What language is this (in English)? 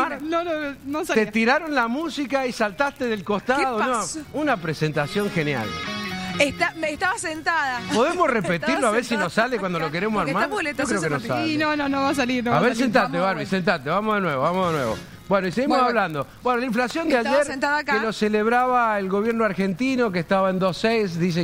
Spanish